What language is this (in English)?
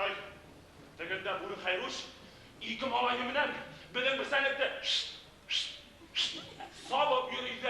Bashkir